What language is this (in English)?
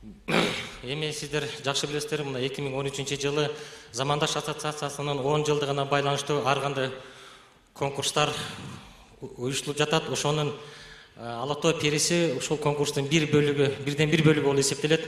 Kyrgyz